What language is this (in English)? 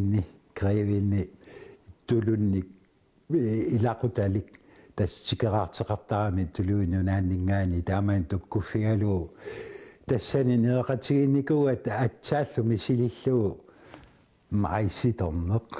Kalaallisut